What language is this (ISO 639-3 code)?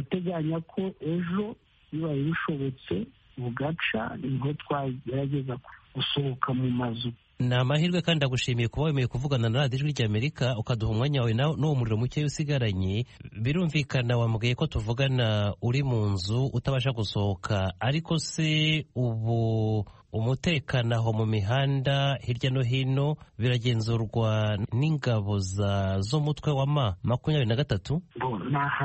kin